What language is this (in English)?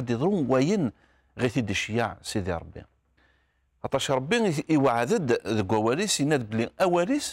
Kabyle